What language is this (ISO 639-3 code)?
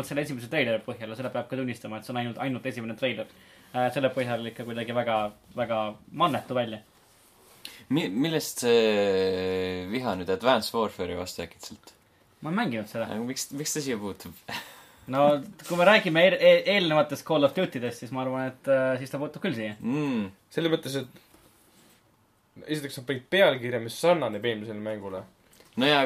est